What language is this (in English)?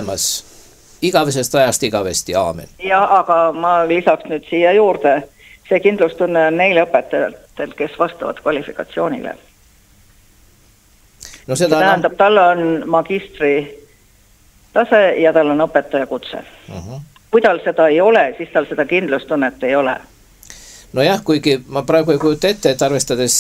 Estonian